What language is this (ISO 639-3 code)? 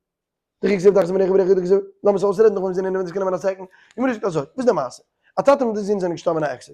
yid